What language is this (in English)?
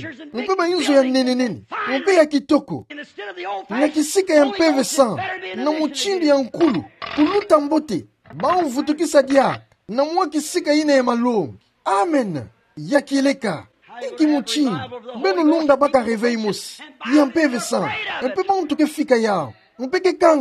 Kituba (Democratic Republic of Congo)